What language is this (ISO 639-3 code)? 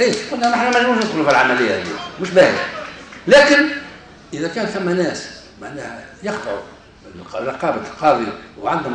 aeb